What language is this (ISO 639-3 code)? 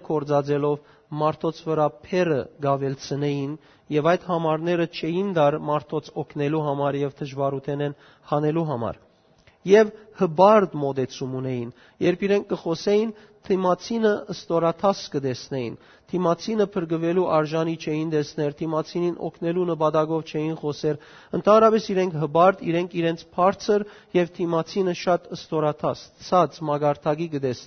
hyw